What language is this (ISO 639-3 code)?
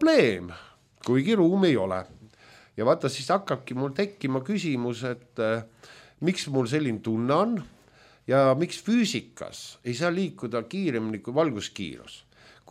est